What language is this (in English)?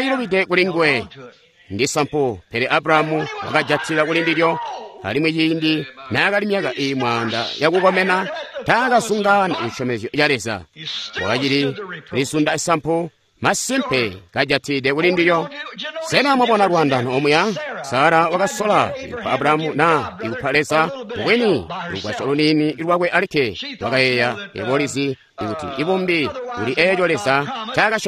Tonga (Zambia)